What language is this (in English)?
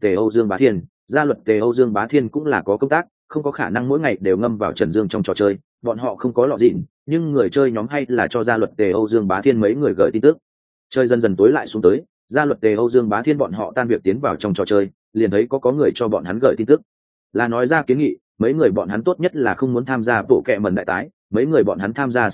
Vietnamese